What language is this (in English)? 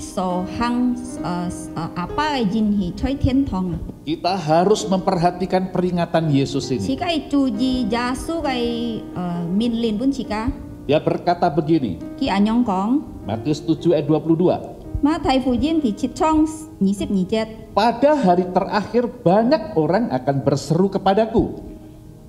Indonesian